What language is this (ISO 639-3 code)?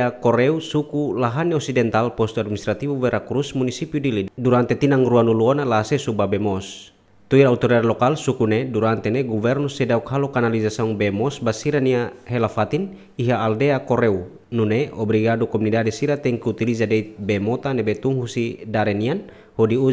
tet